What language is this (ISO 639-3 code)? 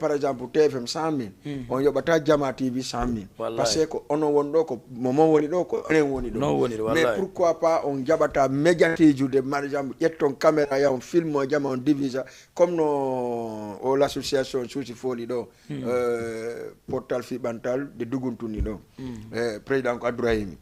ful